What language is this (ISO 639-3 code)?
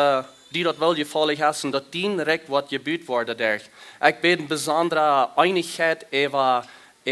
pdt